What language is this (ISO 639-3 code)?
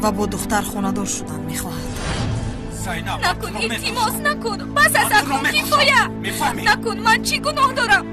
tgk